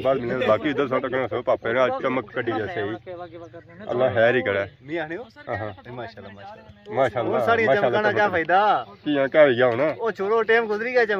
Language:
Pahari-Potwari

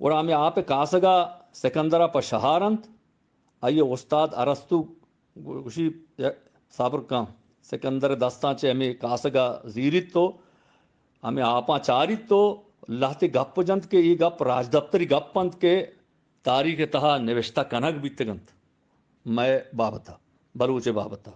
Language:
Eastern Balochi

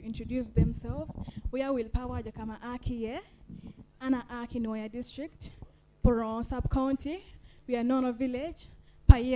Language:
Acoli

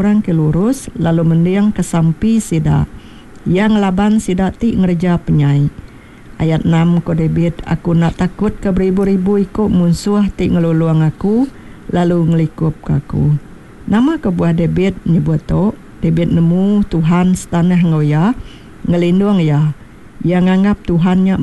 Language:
Iban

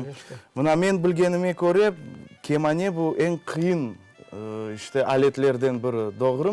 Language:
Crimean Tatar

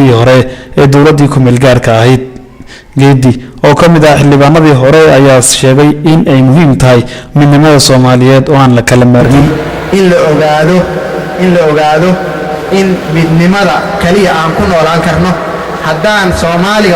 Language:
Somali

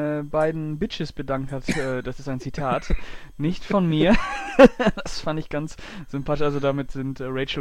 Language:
German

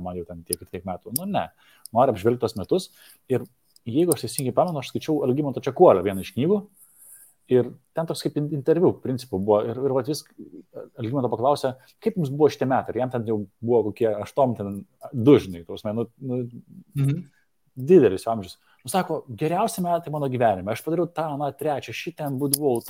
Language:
Lithuanian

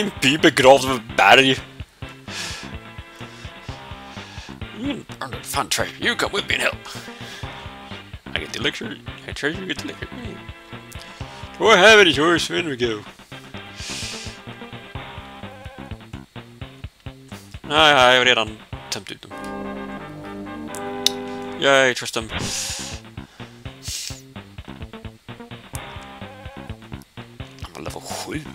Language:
Swedish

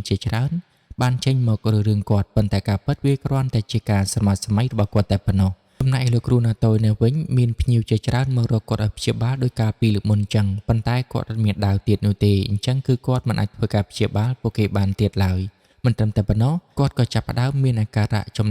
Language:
Khmer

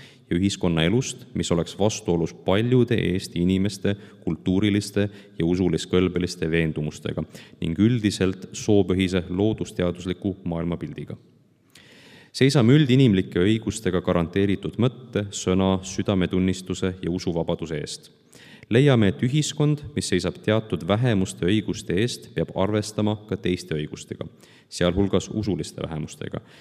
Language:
Estonian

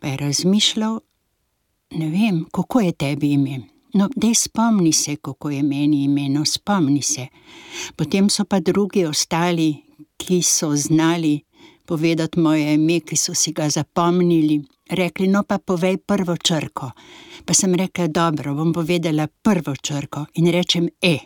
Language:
Slovenian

